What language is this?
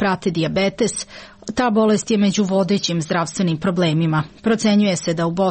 Serbian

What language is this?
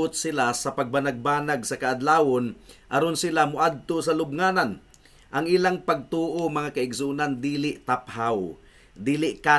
Cebuano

